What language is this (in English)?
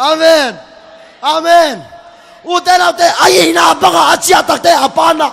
Tedim Chin